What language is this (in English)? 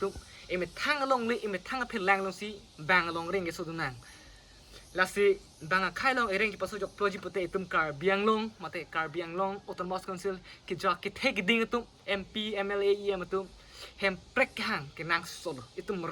Karbi